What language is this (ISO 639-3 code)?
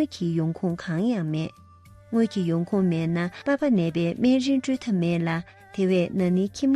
bod